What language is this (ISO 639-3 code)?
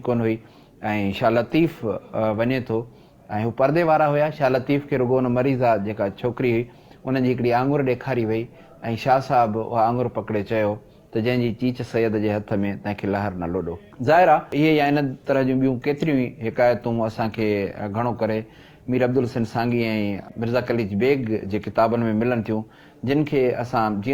snd